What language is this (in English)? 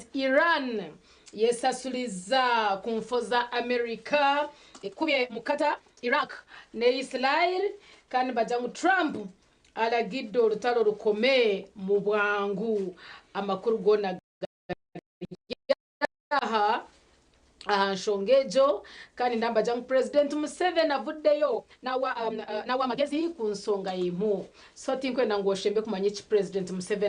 Nyankole